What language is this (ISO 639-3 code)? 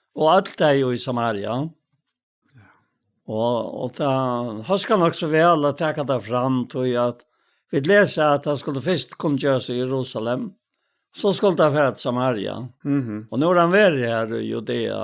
fao